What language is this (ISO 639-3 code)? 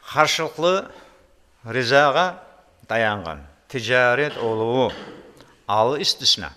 crh